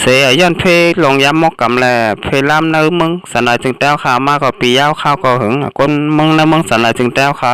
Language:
Shan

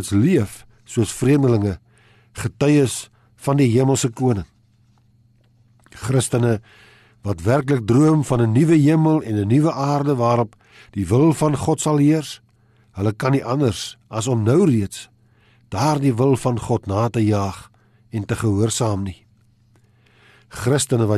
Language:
Afrikaans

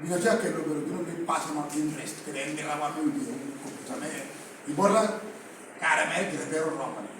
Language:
Lango (Uganda)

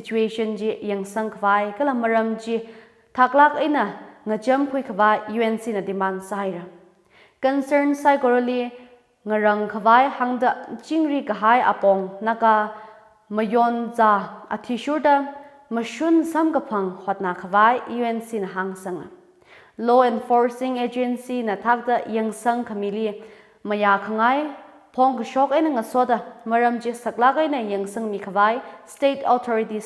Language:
Tangkhul Naga (India)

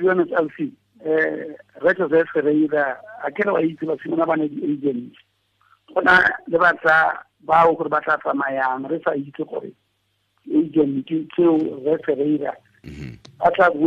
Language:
Tswana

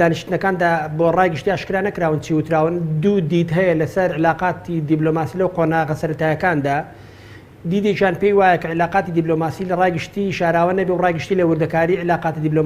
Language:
Central Kurdish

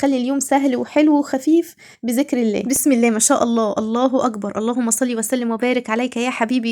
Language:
Egyptian Arabic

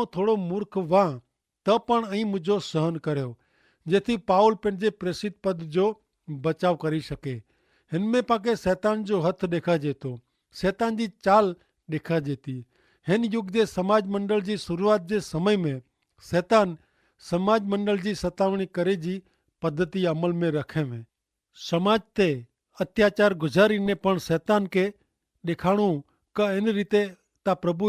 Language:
Kachhi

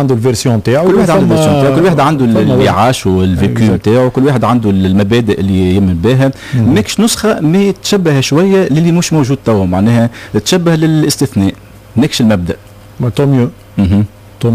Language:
Tunisian Arabic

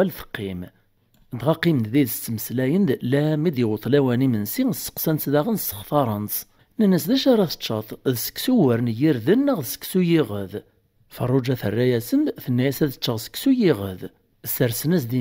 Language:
Kabyle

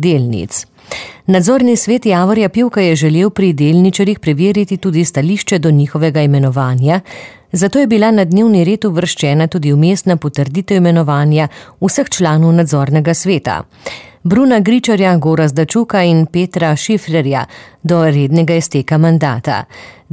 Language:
Slovenian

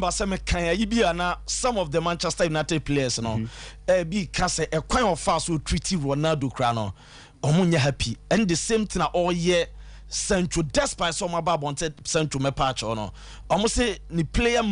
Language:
Akan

